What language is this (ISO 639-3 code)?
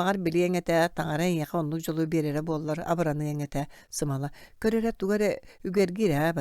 sah